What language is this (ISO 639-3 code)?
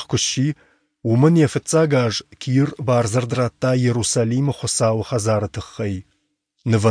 oss